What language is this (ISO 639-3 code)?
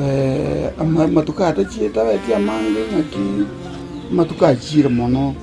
guz